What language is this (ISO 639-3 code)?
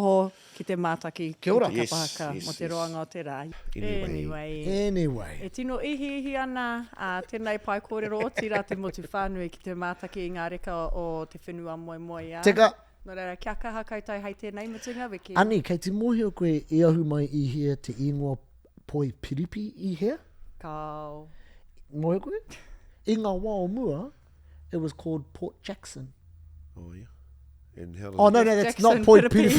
mri